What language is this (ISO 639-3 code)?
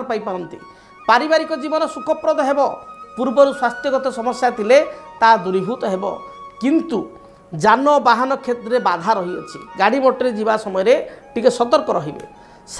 ori